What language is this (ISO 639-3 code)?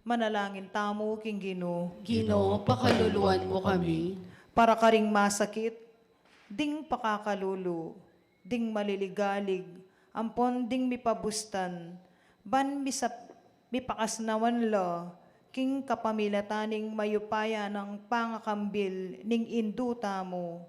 pam